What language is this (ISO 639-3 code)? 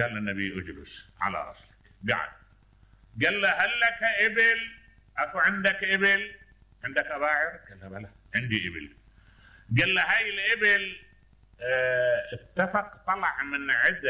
acm